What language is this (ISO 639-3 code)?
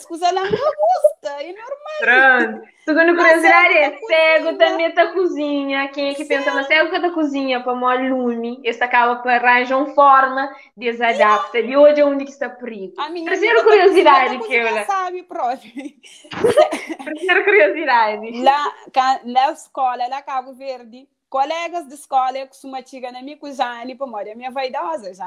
kea